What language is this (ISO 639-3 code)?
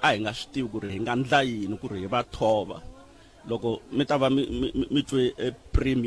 tso